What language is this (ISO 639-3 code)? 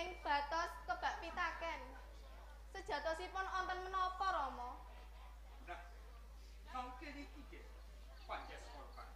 jav